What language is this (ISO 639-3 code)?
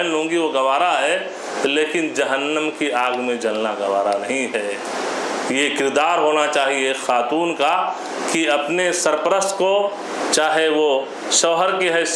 urd